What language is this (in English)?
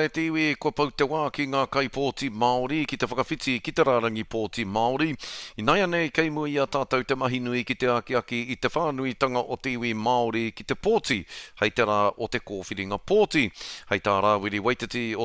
Māori